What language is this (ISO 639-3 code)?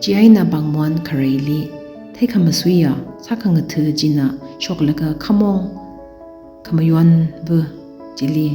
nmf